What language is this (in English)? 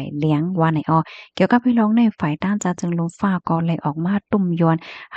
Shan